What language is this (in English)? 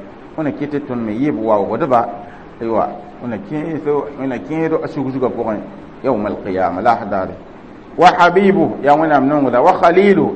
Mossi